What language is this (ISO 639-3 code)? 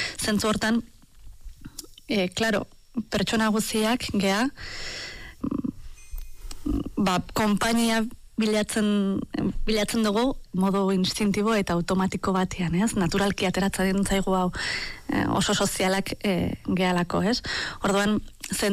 eus